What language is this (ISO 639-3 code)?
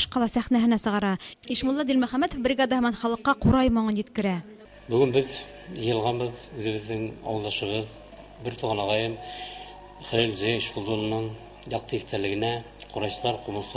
bak